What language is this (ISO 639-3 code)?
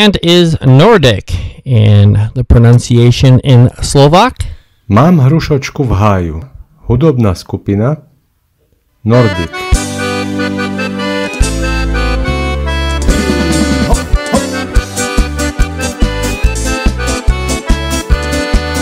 slk